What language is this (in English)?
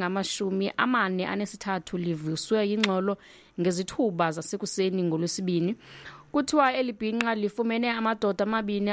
Xhosa